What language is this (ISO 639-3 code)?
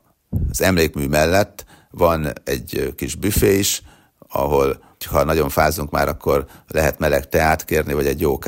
hun